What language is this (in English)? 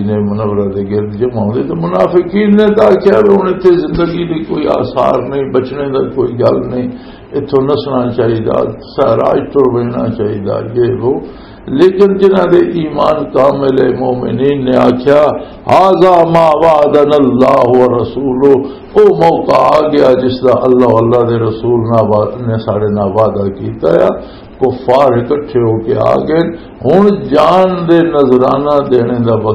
Western Panjabi